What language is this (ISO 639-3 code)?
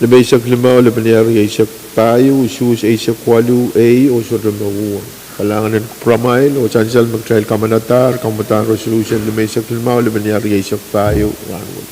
pon